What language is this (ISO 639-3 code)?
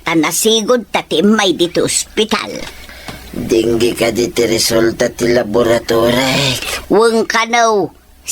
ilo